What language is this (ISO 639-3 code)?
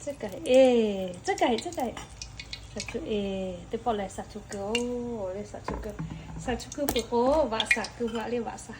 lhu